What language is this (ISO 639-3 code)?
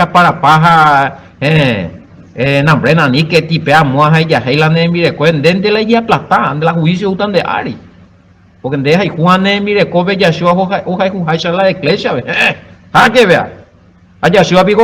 grn